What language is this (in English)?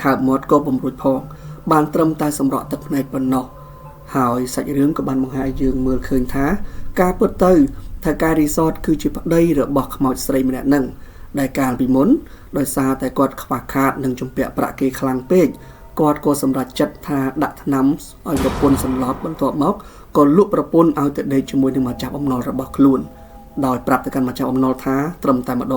Khmer